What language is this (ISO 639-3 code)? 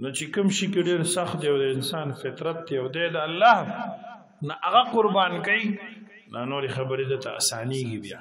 pus